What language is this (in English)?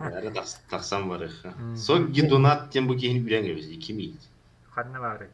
Yakut